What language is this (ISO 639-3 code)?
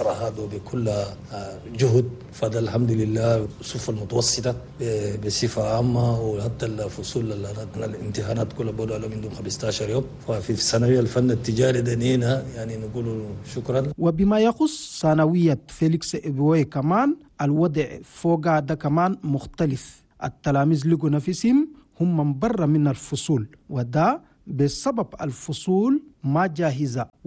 shu